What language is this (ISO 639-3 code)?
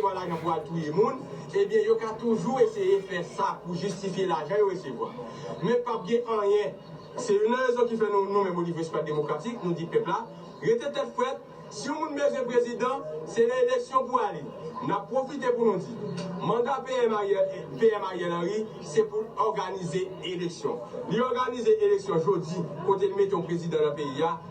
hat